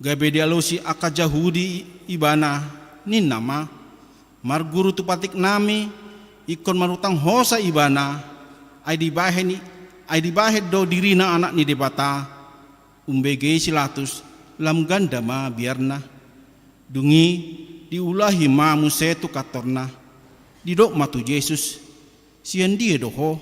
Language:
Batak Toba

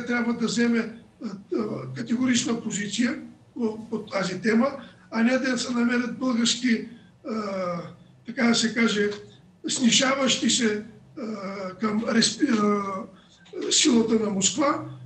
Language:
Bulgarian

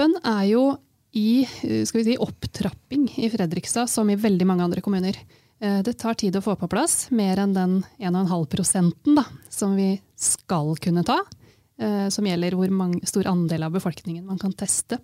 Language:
Norwegian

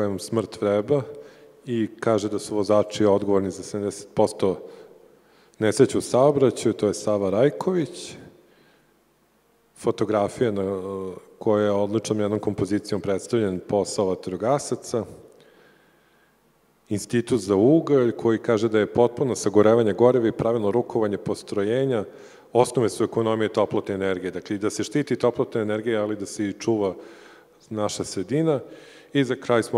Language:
Serbian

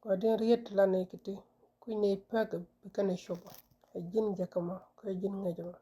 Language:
Nuer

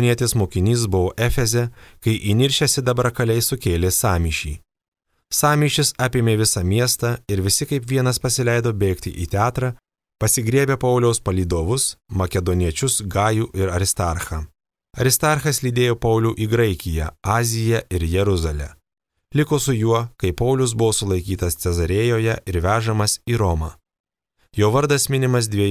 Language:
Lithuanian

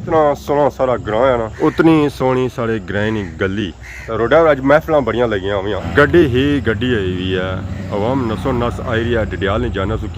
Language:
Pahari-Potwari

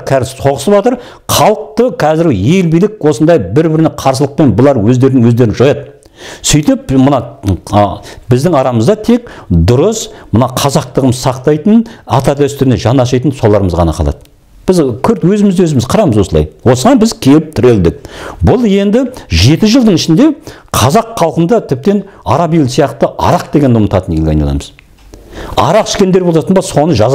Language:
Kazakh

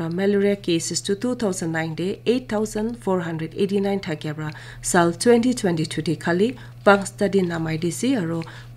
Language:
Naga Pidgin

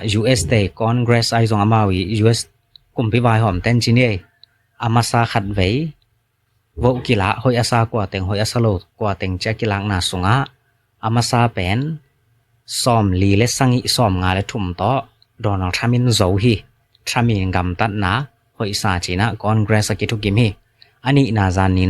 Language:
Tedim Chin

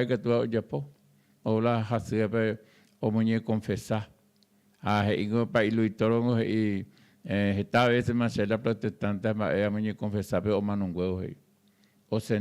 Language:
Guarani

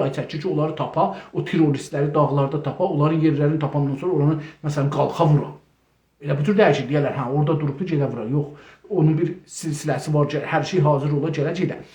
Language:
South Azerbaijani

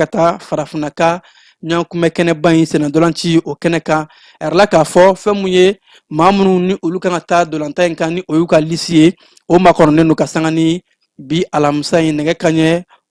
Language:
Bambara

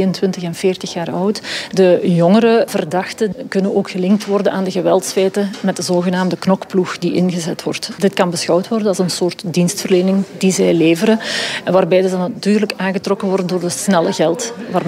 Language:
Dutch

